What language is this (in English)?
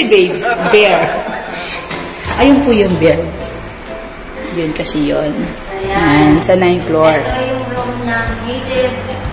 Filipino